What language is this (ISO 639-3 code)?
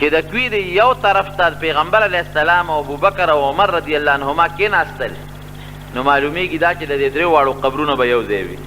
pus